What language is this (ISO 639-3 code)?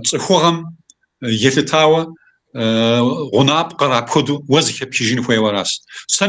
kbd